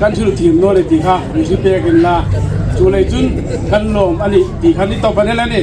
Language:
Hmar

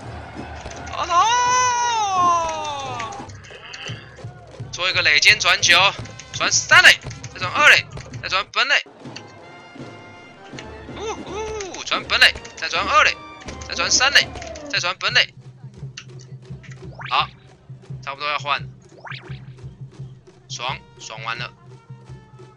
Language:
Chinese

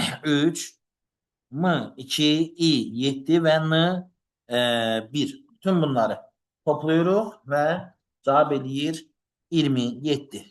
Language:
Azerbaijani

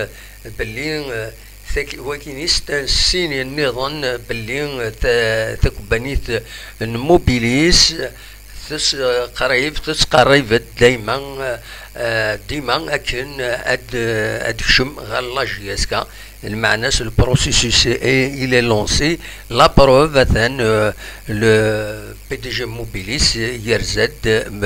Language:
Kabyle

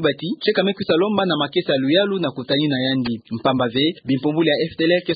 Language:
Kituba (Democratic Republic of Congo)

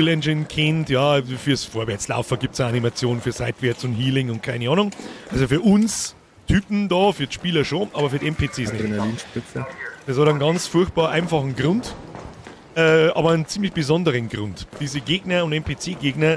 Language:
Bavarian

